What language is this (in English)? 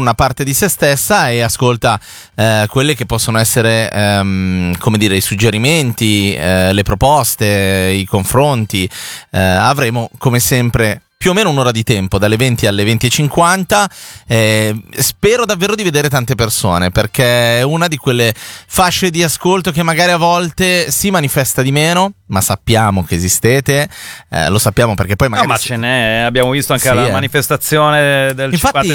Italian